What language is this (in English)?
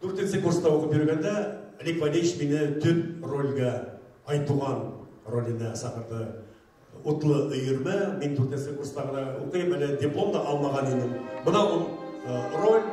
Bashkir